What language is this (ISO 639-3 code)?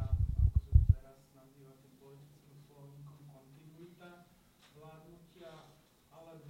slk